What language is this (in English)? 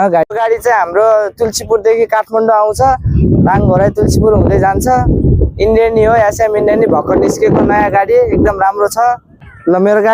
Nepali